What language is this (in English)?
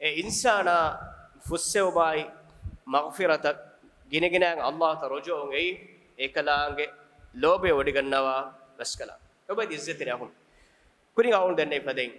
Divehi